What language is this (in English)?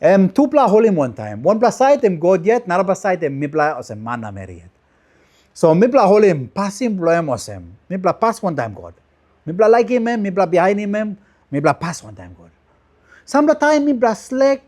Tok Pisin